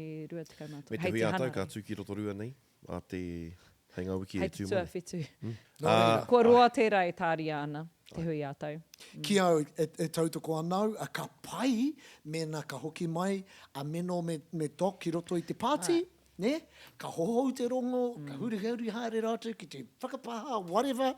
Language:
Māori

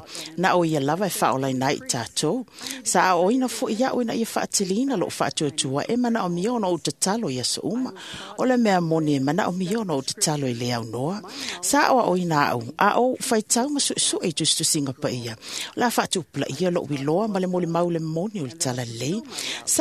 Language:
Samoan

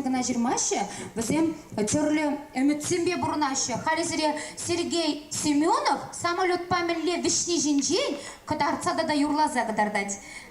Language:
Chuvash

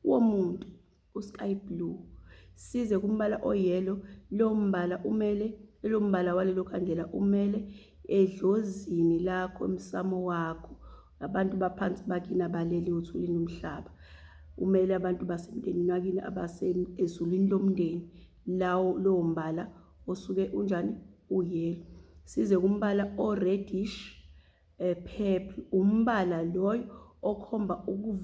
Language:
Zulu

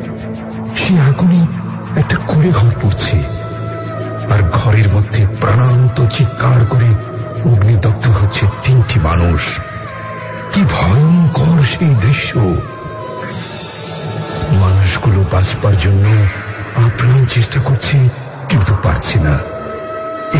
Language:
Bangla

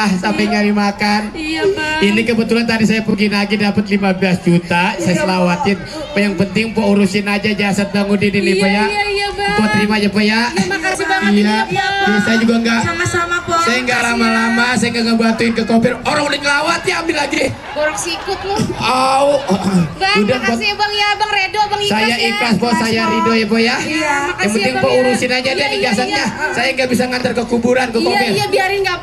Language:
Betawi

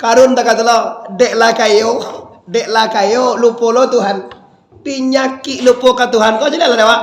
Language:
Minangkabau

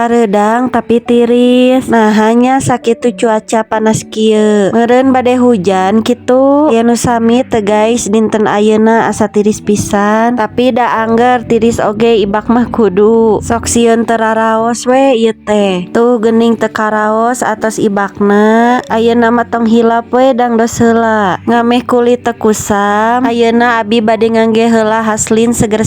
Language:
Sundanese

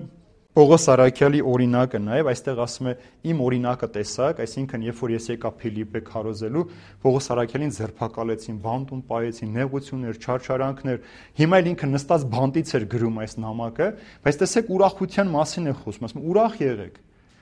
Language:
Armenian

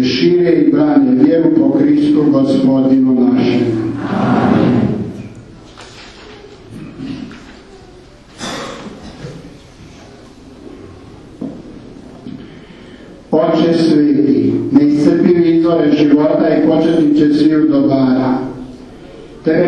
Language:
Croatian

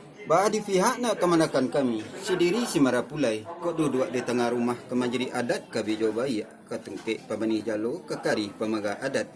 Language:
Minangkabau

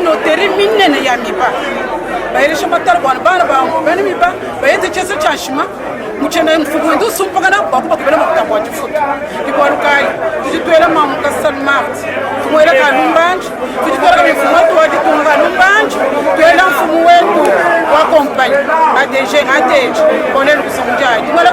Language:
Luba-Lulua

